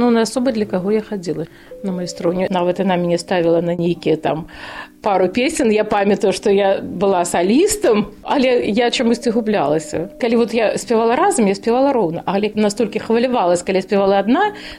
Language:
Belarusian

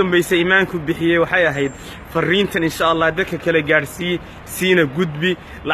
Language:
Somali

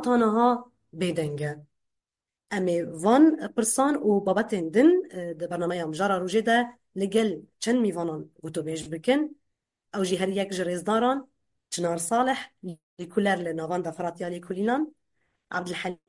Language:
Kurdish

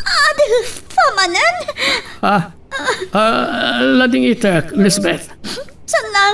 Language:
Iloko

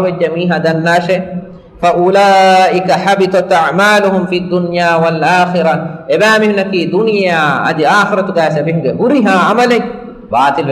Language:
Divehi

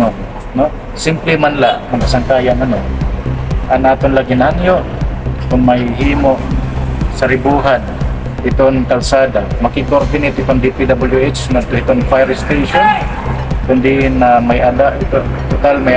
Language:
Waray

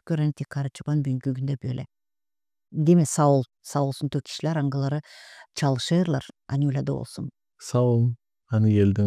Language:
Gagauz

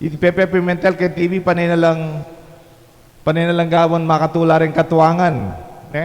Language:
Pampanga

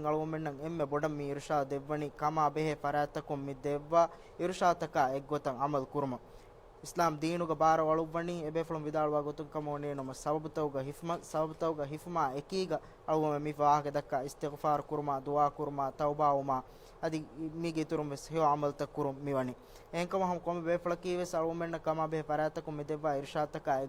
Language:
Divehi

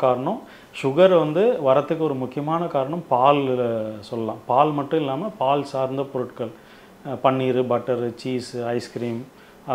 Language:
Tamil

